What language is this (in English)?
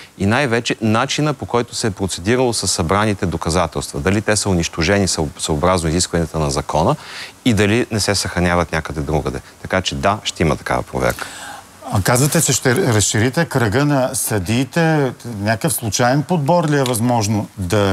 Bulgarian